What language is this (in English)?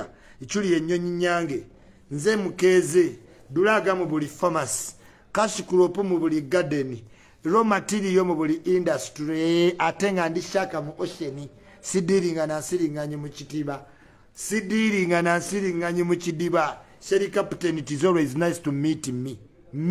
Ganda